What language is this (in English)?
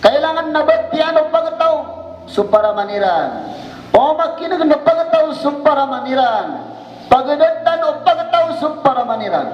Maranao